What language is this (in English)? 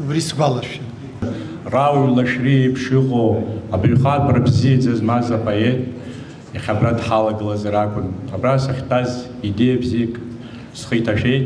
Abkhazian